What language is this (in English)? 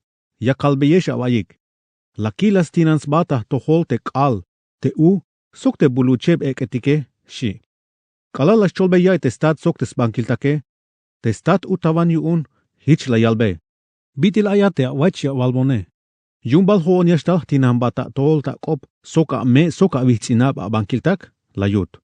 Tzeltal